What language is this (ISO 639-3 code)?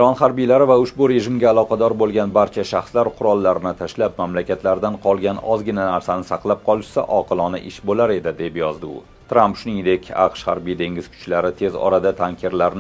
uzb